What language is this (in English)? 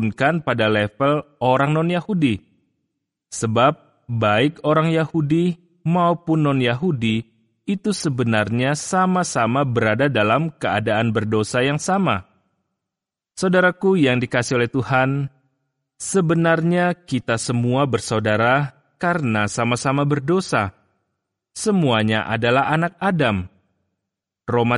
Indonesian